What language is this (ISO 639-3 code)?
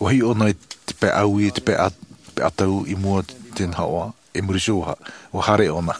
tah